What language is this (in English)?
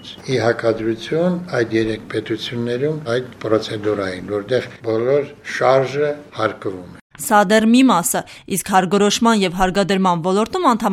Armenian